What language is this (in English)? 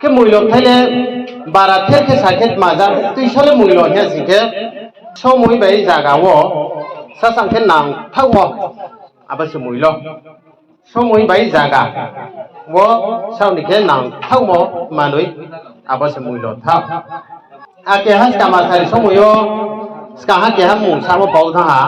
Riang (India)